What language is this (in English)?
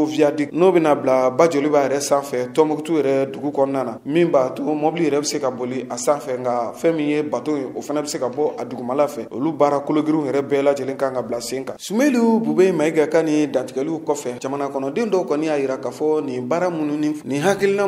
Bambara